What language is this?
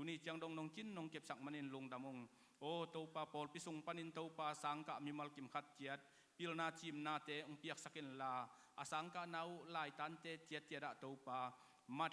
Tedim Chin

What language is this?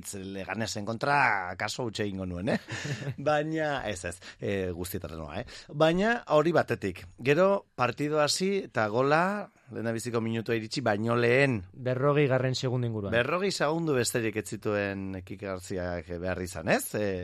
Basque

